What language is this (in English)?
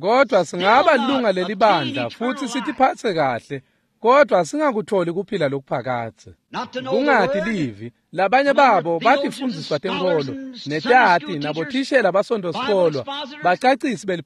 Swati